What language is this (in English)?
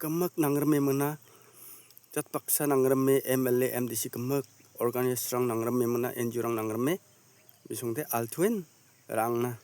Garo